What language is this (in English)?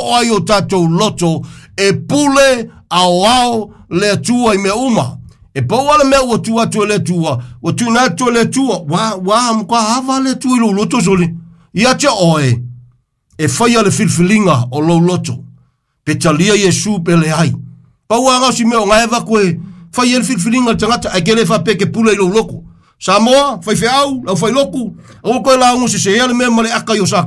Samoan